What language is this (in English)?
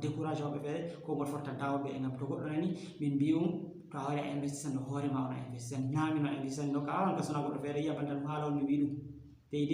Fula